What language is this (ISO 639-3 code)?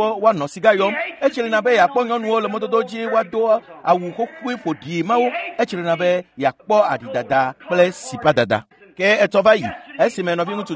ewe